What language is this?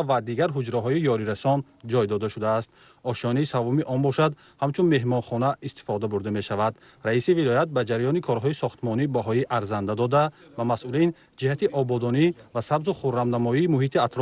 Tajik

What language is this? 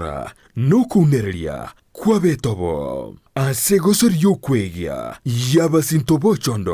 Gusii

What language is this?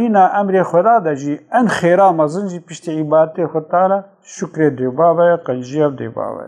Kurdish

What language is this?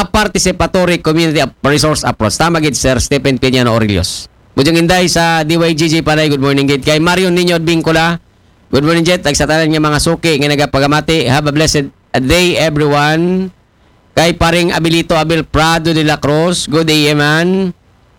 Aklanon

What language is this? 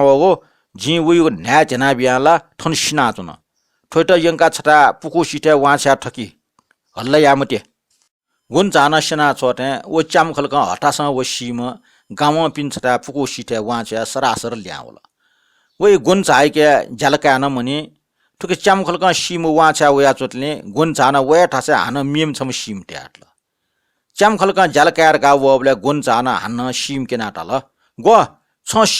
Newari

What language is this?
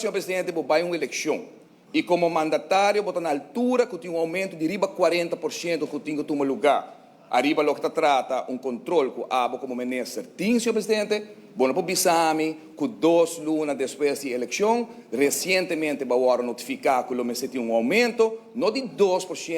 Papiamento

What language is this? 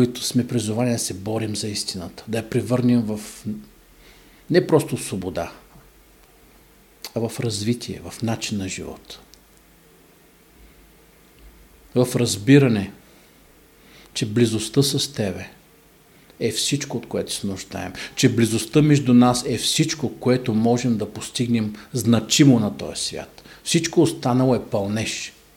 Bulgarian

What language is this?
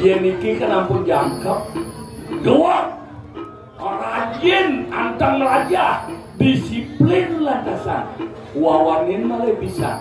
Balinese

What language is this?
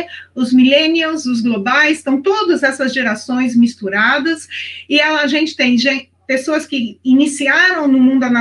Portuguese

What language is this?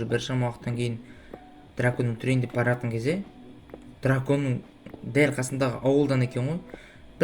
Kazakh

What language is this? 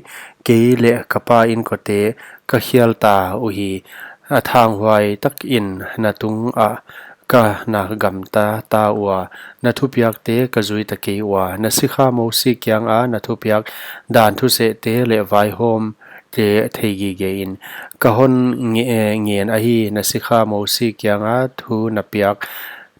Paite Chin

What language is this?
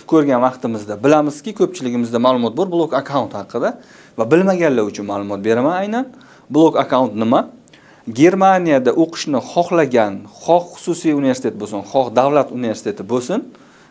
Uzbek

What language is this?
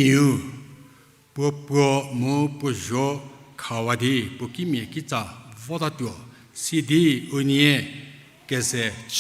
Angami Naga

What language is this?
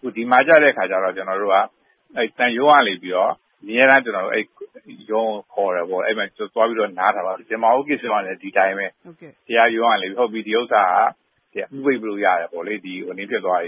Burmese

